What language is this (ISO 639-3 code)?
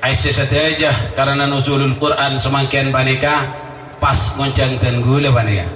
mad